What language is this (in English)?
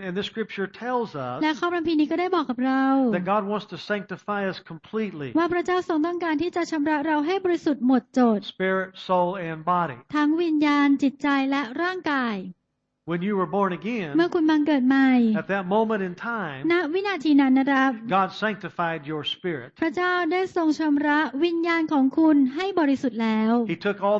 Thai